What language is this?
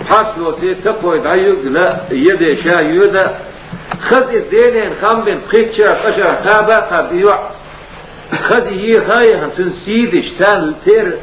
Chechen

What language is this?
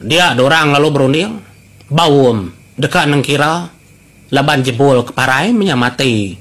Iban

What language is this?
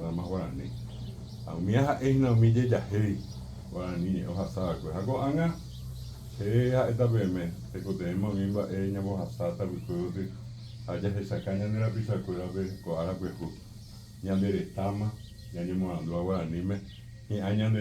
Guarani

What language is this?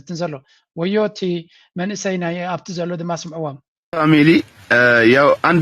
Tigrinya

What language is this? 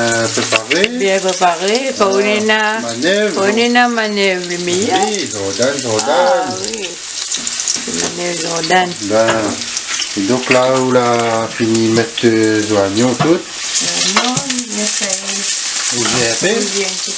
Réunion Creole French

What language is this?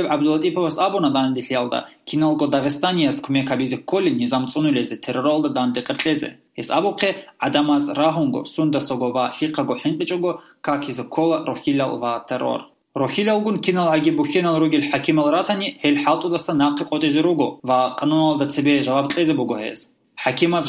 Avaric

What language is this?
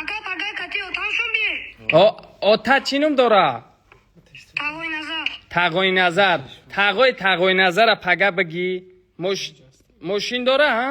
Tajik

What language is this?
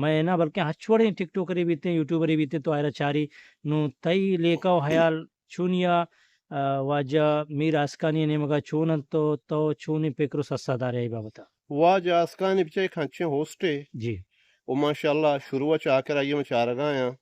Eastern Balochi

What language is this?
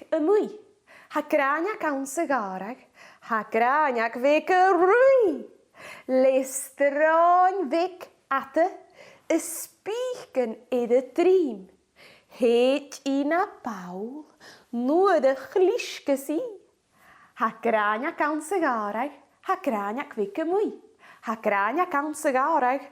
Scottish Gaelic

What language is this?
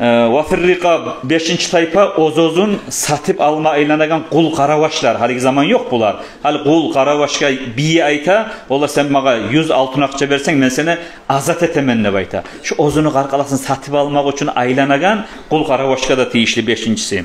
Kumyk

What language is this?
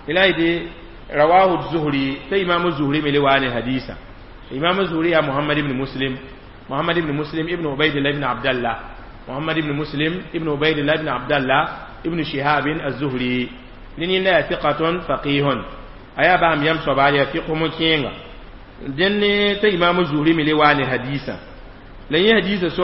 Mossi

